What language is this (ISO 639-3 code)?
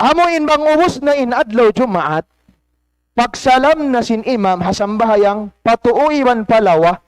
tsg